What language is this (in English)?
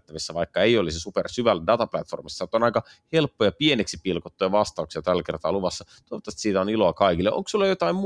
Finnish